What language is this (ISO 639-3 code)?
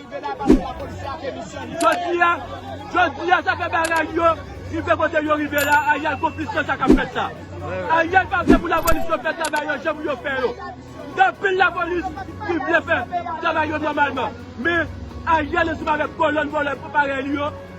hat